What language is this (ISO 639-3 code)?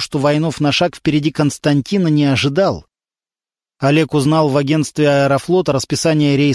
rus